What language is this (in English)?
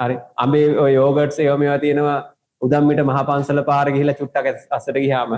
Sinhala